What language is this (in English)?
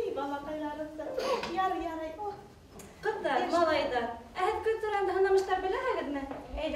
Bashkir